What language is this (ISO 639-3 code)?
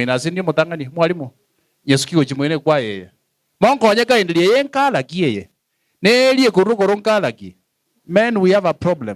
guz